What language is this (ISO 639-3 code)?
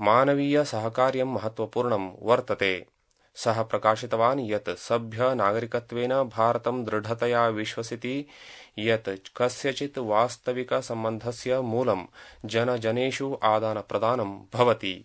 san